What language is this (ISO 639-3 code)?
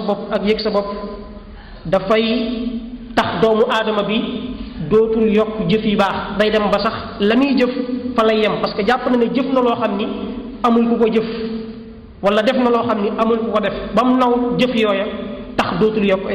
wol